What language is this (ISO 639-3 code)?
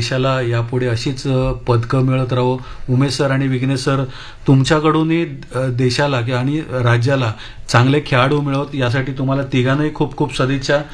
mar